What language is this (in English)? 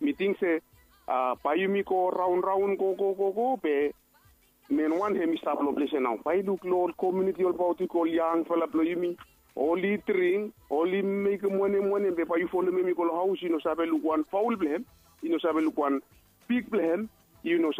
Bislama